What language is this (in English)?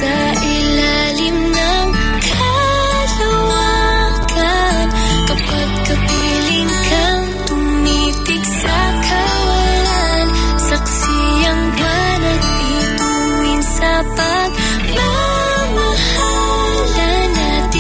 Filipino